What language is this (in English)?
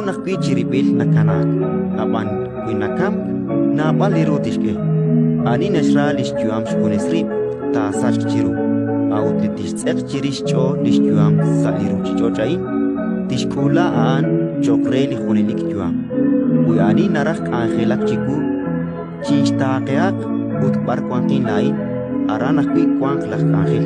Kekchí